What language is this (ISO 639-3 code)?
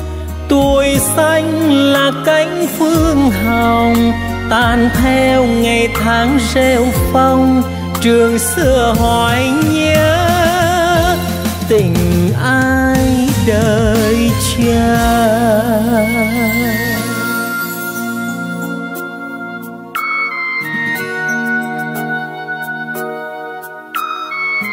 vie